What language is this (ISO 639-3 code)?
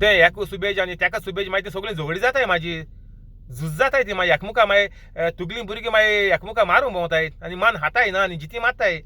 kok